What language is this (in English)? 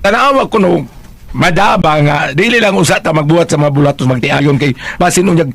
Cebuano